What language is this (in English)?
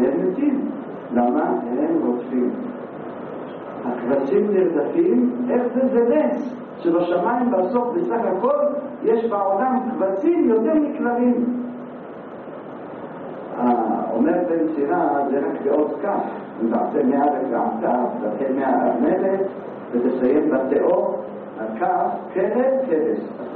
Hebrew